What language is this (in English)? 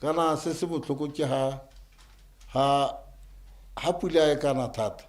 Tswana